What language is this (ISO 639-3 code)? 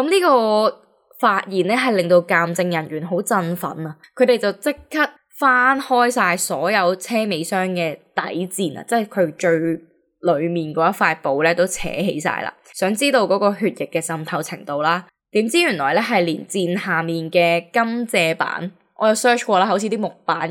yue